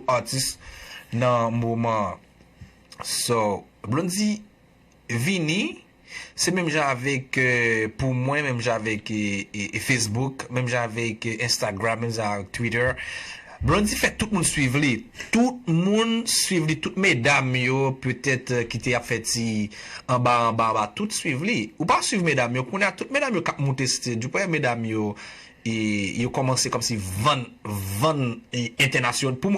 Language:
Haitian Creole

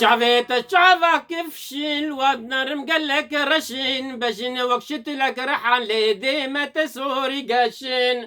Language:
Kurdish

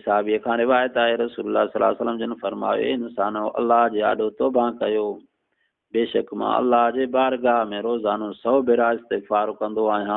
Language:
Sindhi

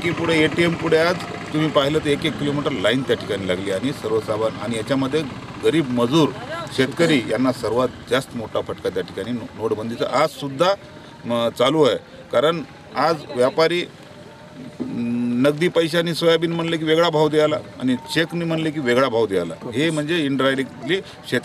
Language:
Marathi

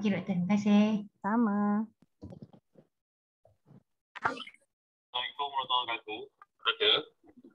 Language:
Malay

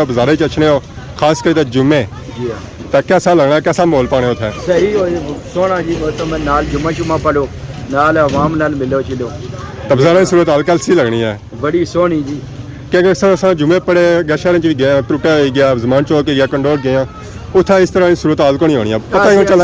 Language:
Pahari-Potwari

